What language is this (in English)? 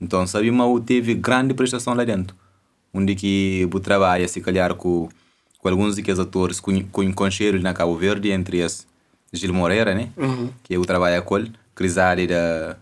Kabuverdianu